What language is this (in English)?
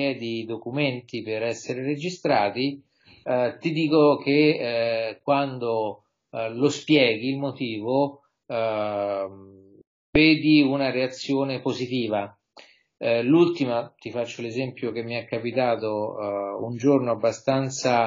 Italian